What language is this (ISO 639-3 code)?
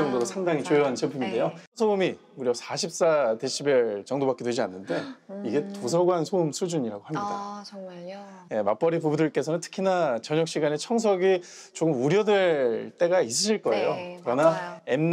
kor